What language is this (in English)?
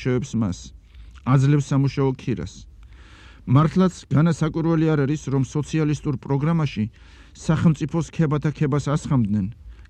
Georgian